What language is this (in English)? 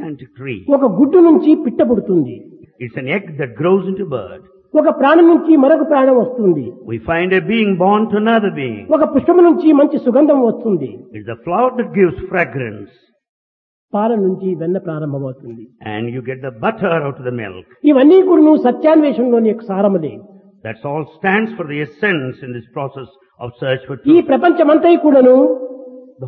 Telugu